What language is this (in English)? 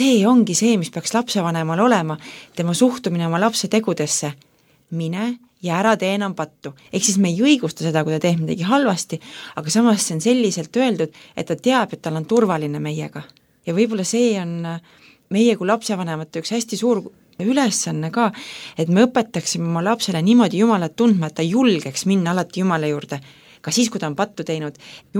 Estonian